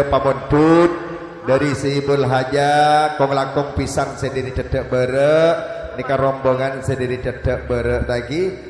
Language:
Madurese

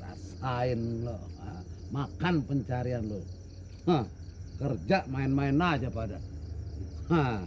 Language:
Betawi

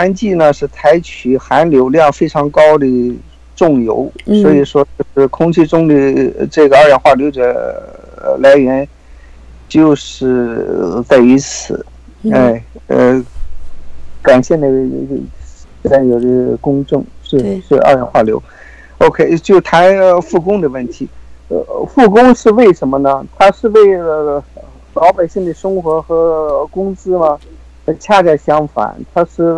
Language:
Chinese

